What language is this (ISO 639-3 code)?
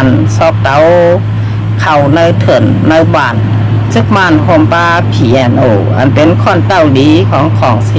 shn